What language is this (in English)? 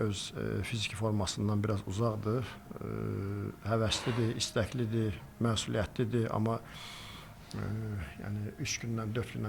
Azerbaijani